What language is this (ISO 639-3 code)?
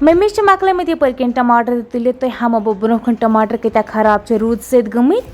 kas